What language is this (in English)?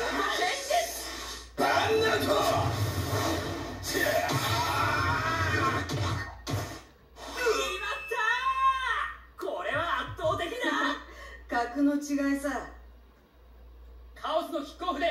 Japanese